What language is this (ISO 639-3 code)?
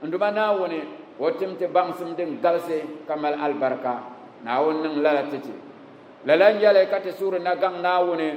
dag